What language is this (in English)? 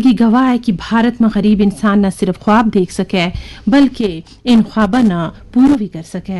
Gujari